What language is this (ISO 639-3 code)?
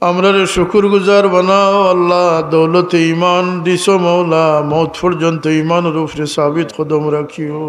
syl